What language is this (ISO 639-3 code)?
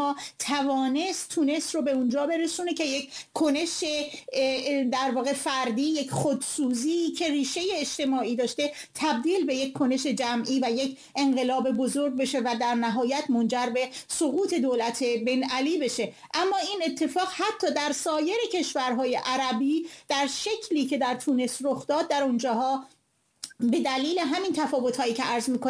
fas